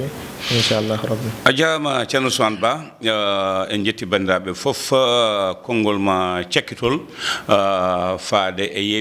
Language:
Fula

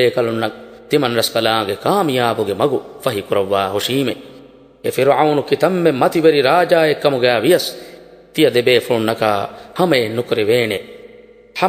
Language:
Divehi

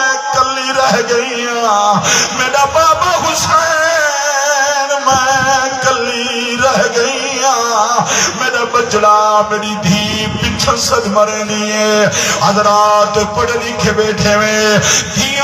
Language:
Saraiki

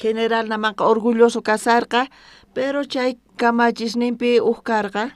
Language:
South Bolivian Quechua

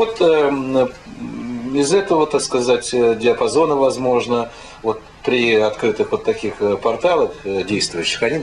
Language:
Russian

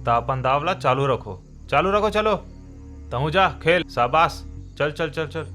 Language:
Chhattisgarhi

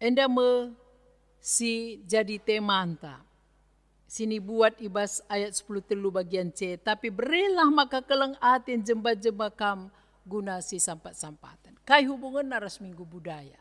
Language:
Batak Karo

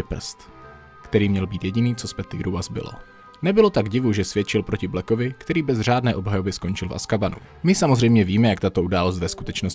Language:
Czech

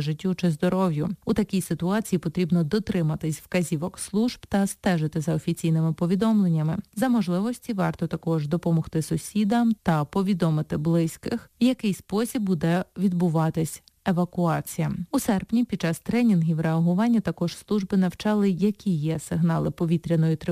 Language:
Ukrainian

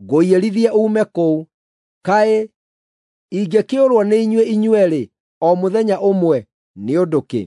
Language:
Kikuyu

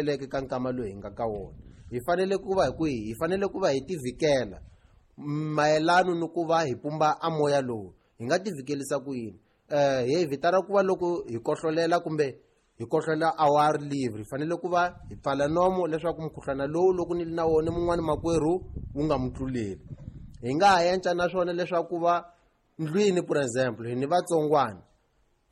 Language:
Tsonga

